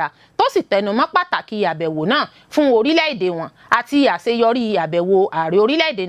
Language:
Yoruba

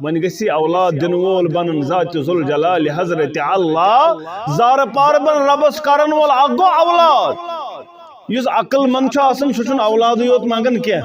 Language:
Kashmiri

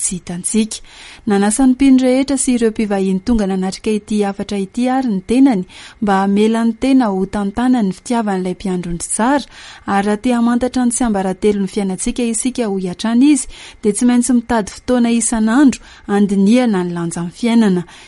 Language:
Malagasy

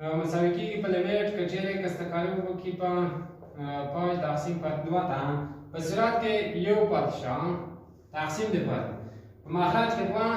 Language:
Pashto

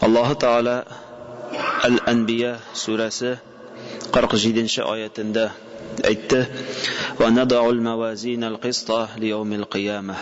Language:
Tatar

